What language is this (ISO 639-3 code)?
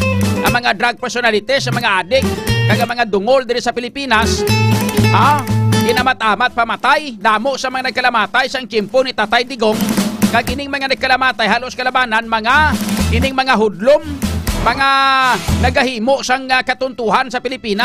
hil